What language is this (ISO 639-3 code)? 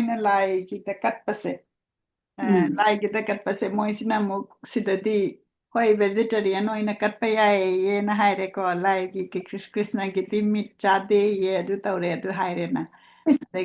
mni